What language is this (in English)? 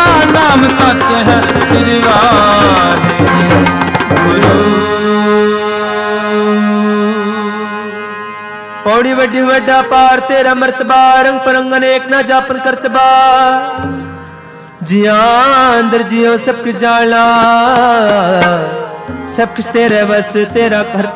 Punjabi